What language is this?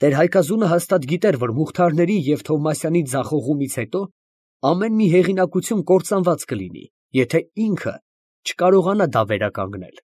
Armenian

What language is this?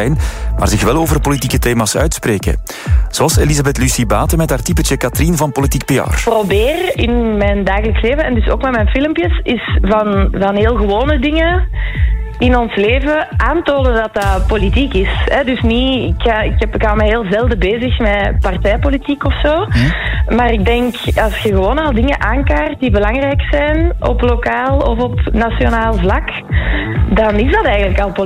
Dutch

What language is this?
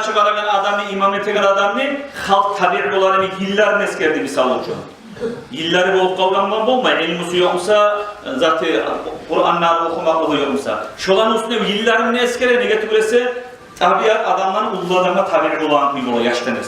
Kumyk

